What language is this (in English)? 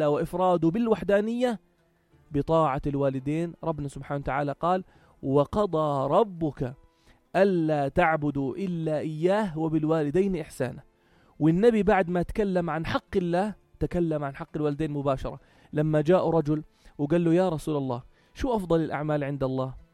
North Levantine Arabic